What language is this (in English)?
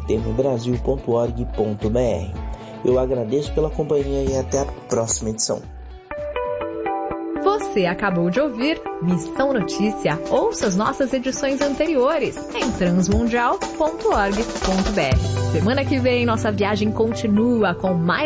Portuguese